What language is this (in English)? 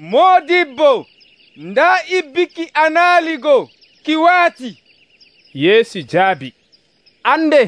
Nigerian Fulfulde